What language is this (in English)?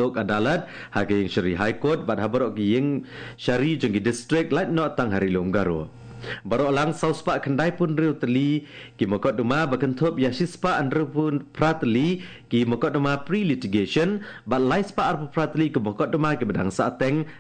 Khasi